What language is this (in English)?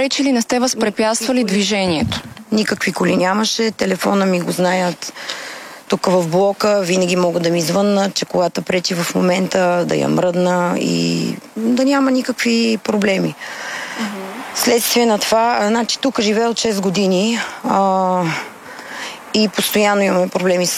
Bulgarian